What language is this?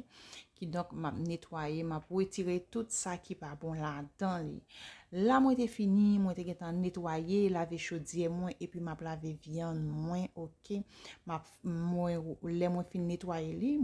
Haitian Creole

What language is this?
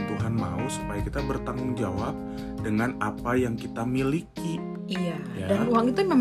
Indonesian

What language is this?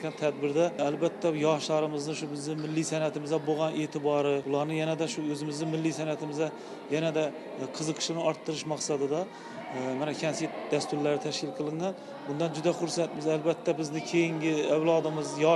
Uzbek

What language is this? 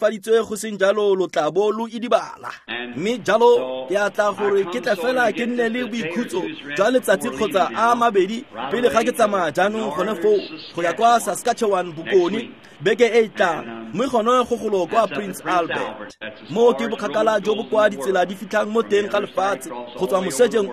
Tswana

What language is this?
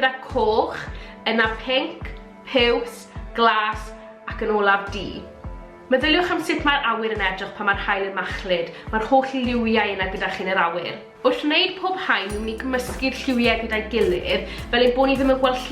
Welsh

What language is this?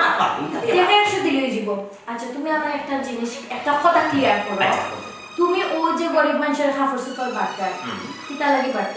Sylheti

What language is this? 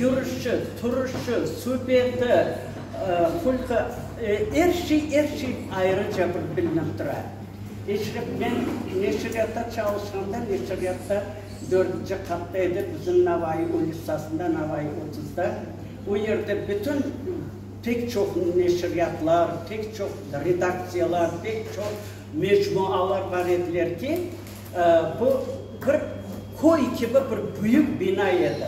Crimean Tatar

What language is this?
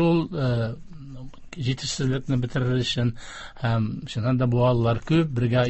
Tatar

